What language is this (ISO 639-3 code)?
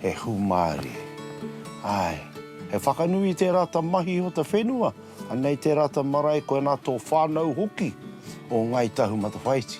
mri